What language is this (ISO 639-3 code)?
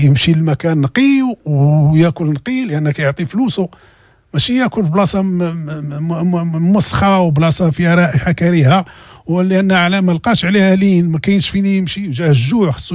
ary